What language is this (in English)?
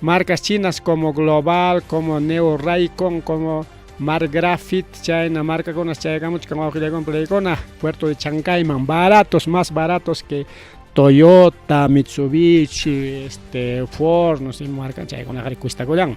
Ayacucho Quechua